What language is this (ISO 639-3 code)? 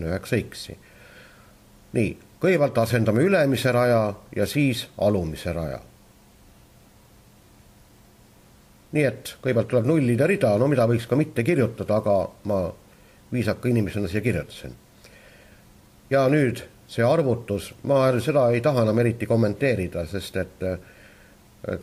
est